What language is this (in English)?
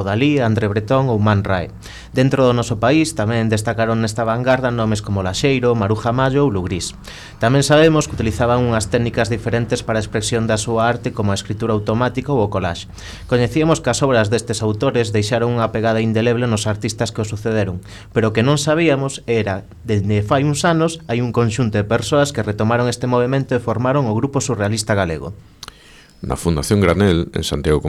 Galician